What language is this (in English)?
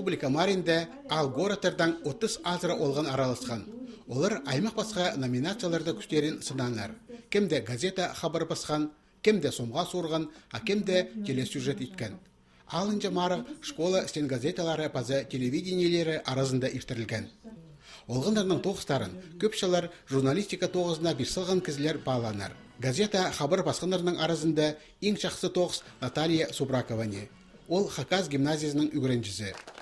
Khakas